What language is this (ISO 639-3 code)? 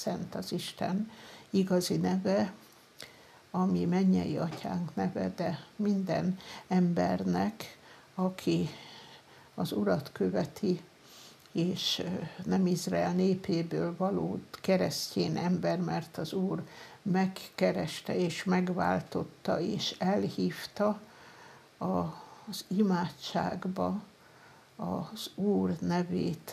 hun